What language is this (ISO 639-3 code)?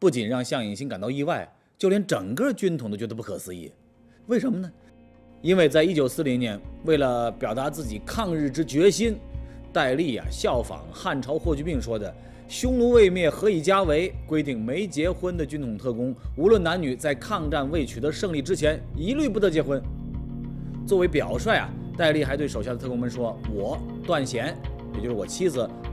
zho